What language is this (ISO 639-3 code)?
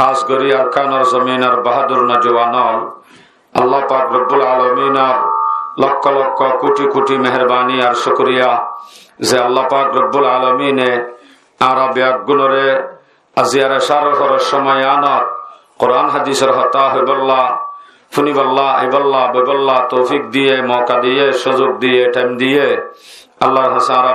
rhg